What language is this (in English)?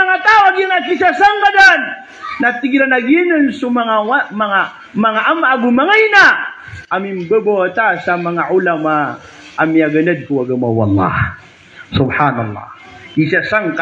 Maranao